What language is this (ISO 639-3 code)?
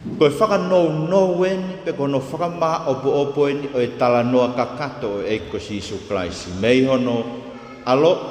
ton